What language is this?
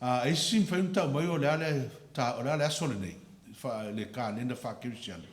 Samoan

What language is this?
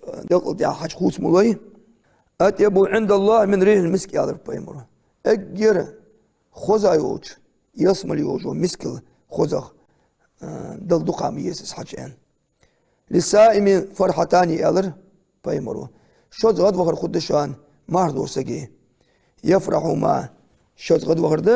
Ingush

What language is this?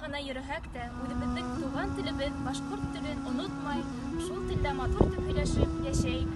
Bashkir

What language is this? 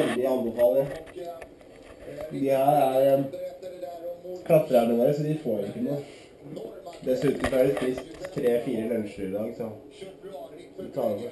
Norwegian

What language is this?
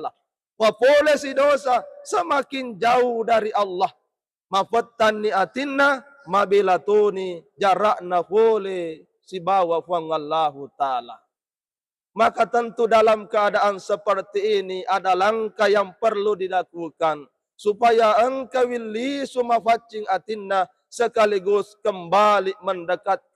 Buginese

